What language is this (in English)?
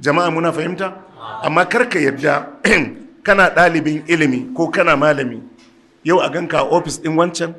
Hausa